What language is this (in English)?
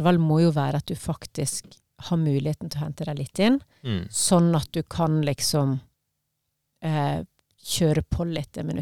Norwegian